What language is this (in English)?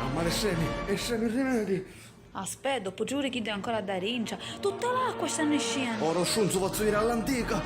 Sicilian